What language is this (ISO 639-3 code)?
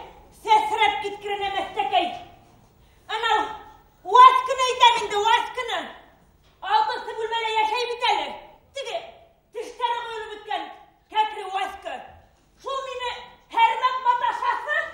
bak